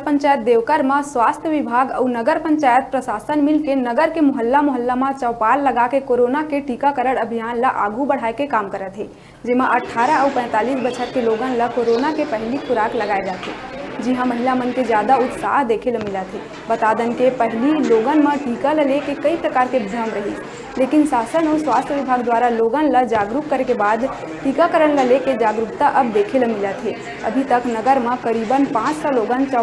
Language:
Chhattisgarhi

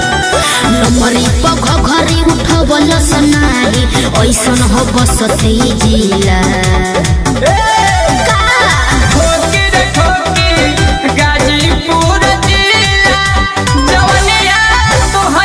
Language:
Bhojpuri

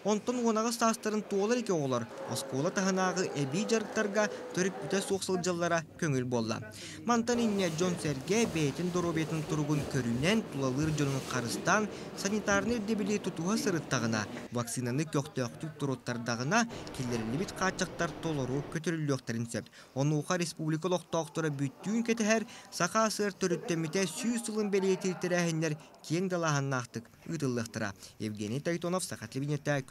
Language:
Yakut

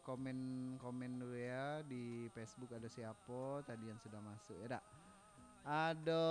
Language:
Minangkabau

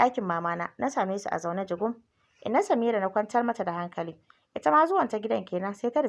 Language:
Hausa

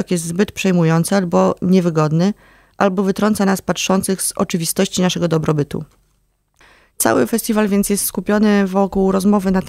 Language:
Polish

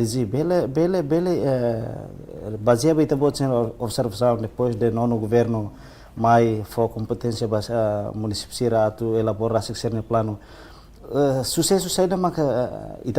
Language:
Tetum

